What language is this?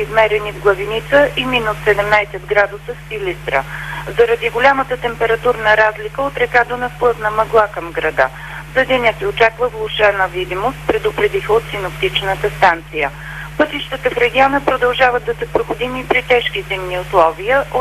Bulgarian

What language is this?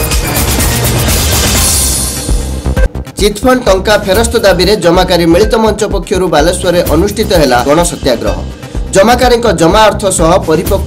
Odia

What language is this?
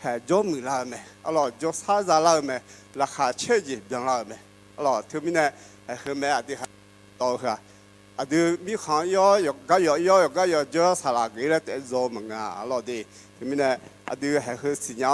Akha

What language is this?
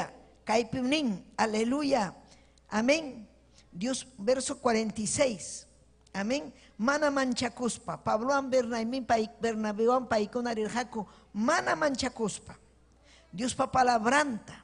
Ayacucho Quechua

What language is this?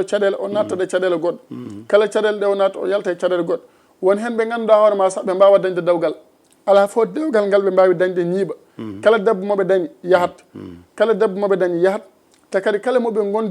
Fula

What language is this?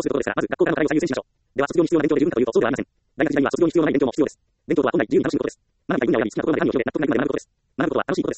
Japanese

